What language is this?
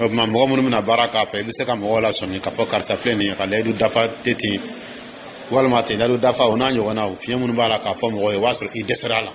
Dyula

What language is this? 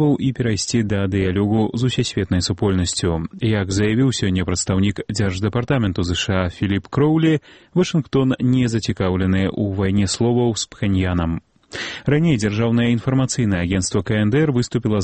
Belarusian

